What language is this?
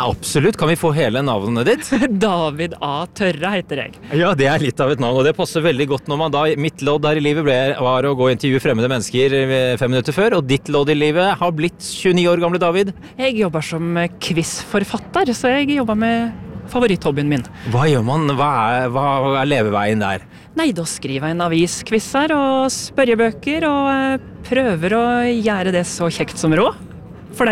Norwegian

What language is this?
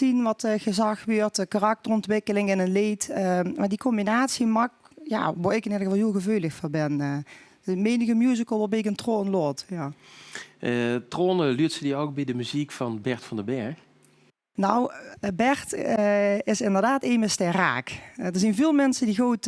Limburgish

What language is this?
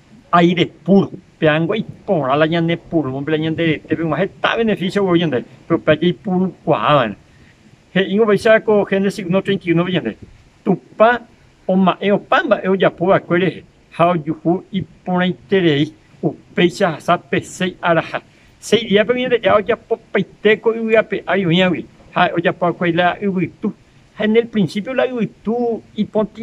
Guarani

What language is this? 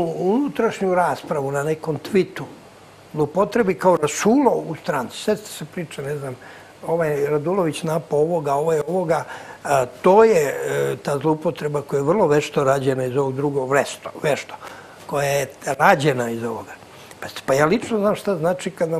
Serbian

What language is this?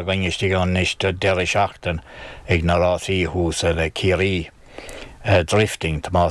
Irish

